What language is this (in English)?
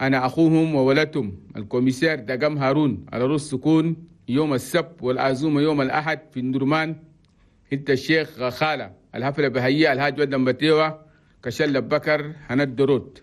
Chadian Arabic